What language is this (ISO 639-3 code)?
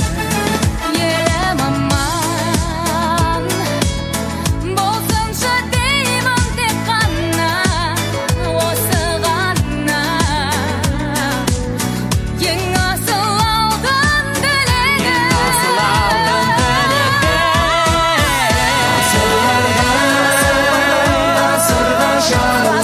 kaz